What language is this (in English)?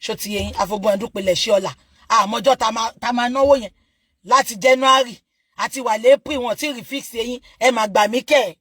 Yoruba